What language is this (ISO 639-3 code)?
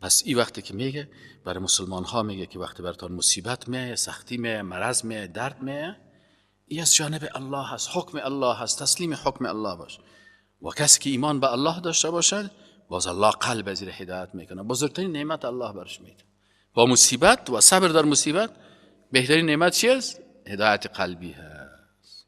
fas